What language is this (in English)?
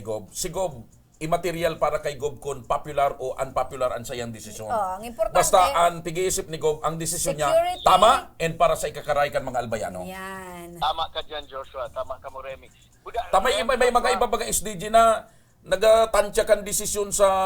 Bikol